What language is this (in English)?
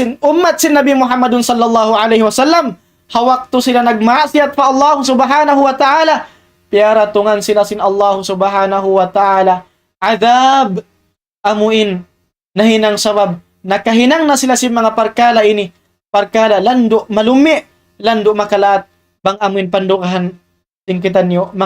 Tausug